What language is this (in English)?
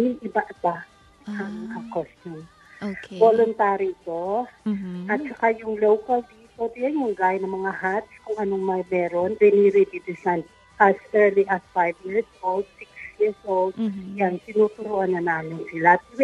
Filipino